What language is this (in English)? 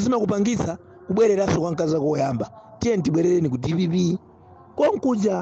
Nyanja